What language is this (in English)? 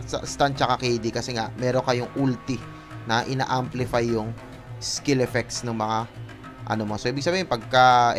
Filipino